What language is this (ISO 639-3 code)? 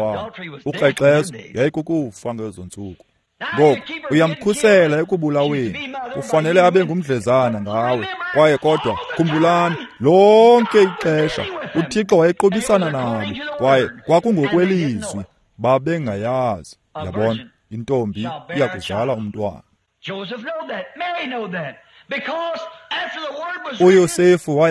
xho